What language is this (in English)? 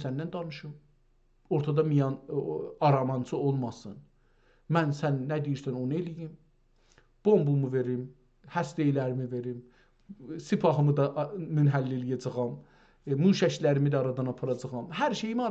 South Azerbaijani